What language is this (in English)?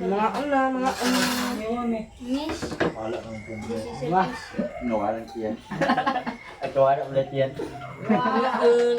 Cebuano